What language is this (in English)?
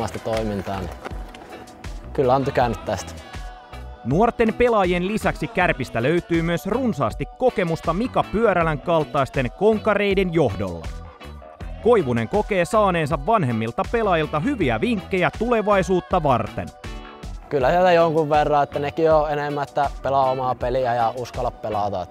Finnish